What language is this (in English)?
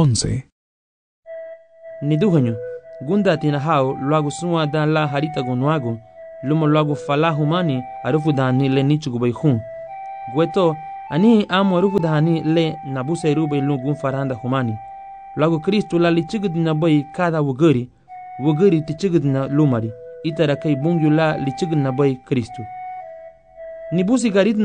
Garifuna